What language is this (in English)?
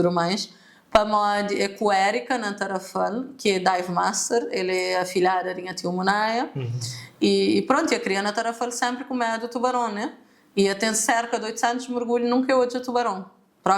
Kabuverdianu